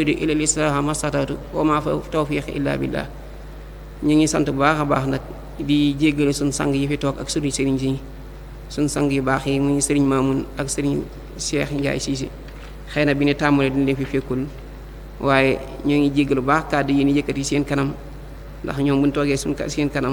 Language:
Wolof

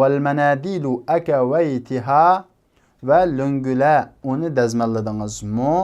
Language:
Uyghur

